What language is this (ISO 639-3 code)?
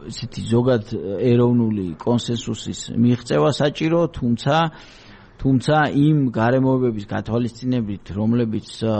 kat